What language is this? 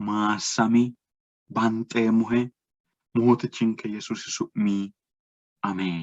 Sidamo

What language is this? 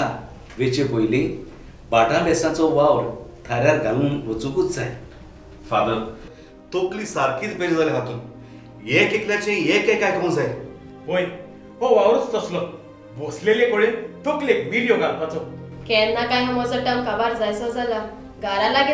Konkani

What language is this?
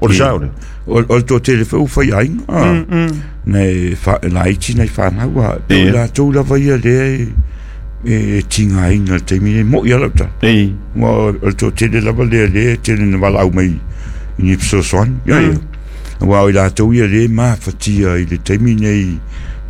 Samoan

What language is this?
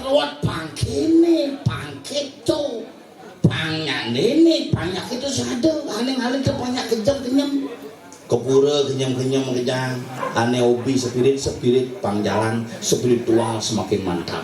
Balinese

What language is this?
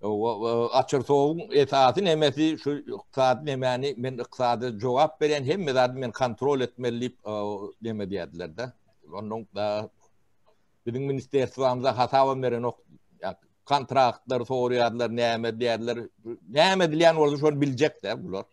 Turkmen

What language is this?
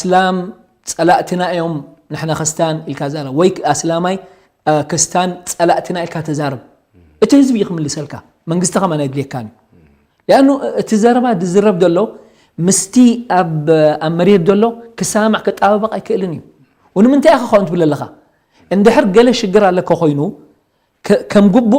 Tigrinya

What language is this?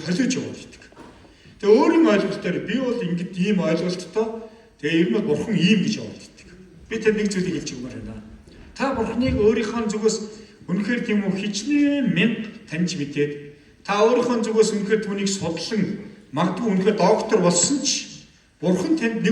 Mongolian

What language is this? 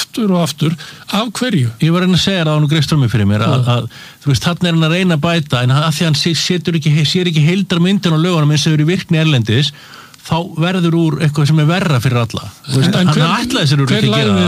Icelandic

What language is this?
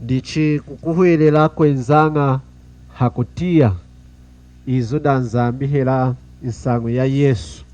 Lunda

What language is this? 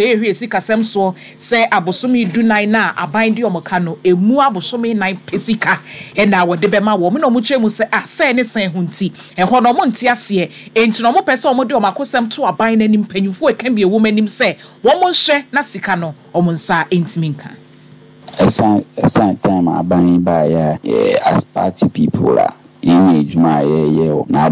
Akan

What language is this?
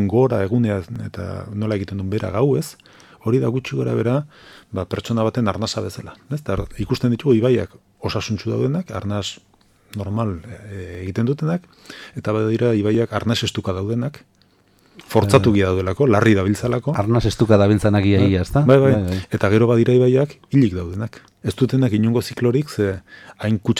Basque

